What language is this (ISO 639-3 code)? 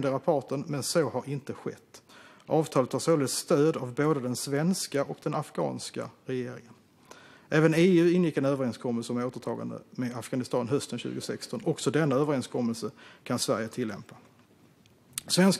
swe